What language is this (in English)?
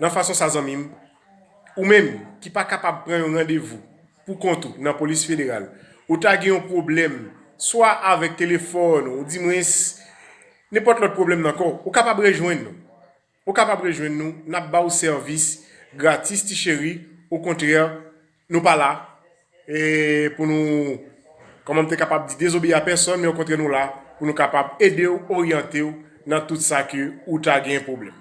Haitian Creole